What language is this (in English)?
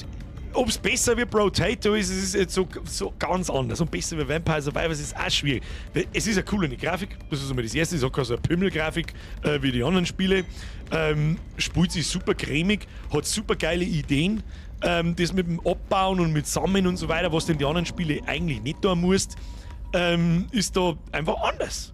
Bavarian